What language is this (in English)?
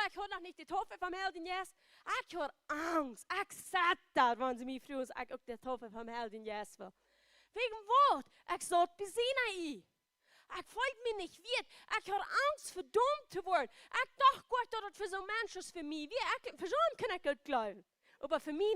Plautdietsch